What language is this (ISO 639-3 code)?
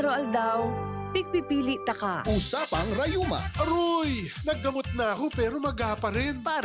bik